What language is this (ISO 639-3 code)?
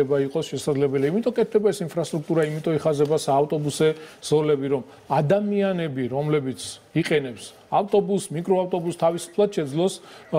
kat